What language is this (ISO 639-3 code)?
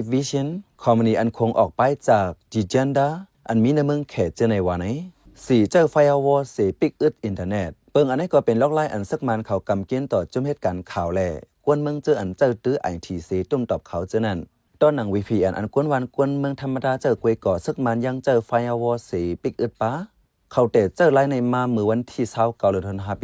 shn